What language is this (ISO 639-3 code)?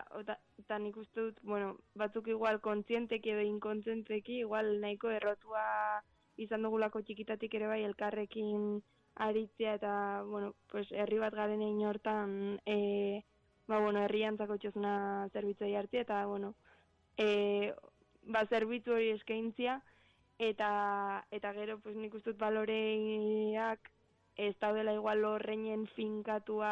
eus